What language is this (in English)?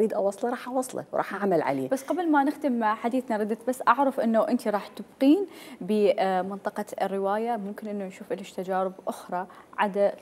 Mesopotamian Arabic